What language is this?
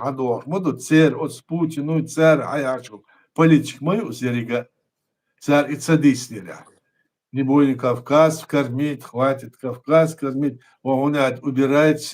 Chechen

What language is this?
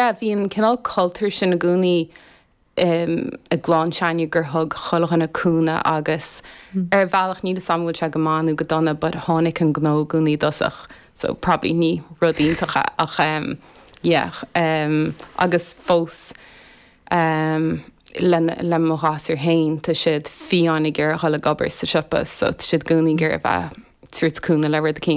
Irish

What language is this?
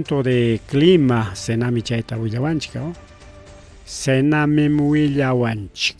Ayacucho Quechua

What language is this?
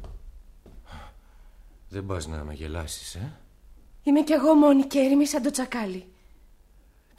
Greek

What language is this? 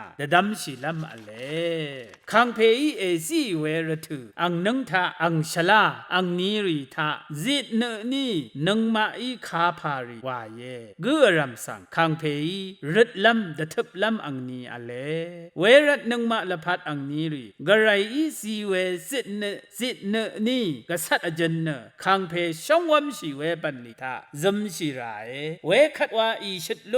Rawang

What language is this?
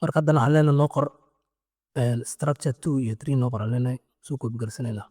Somali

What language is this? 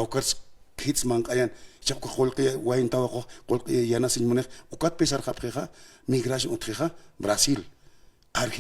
Aymara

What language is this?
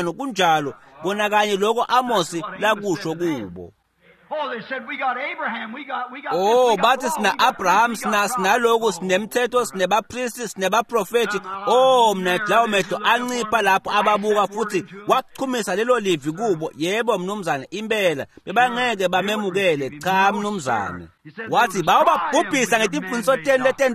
Swati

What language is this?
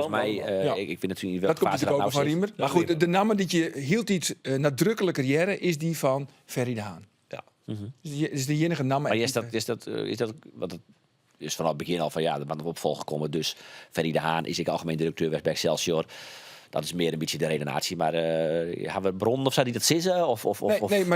Western Frisian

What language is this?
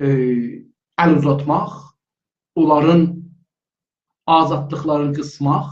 South Azerbaijani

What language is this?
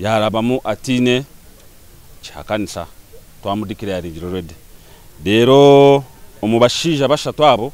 Nyankole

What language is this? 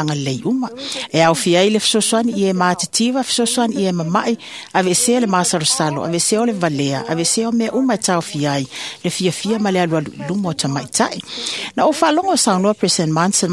Samoan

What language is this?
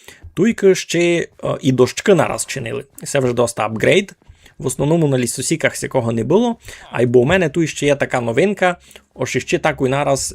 Rusyn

